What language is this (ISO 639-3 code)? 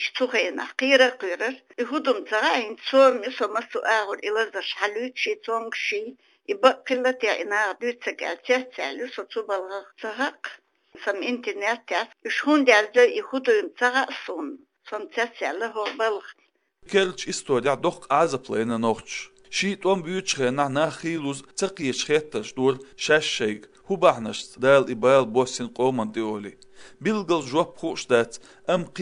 che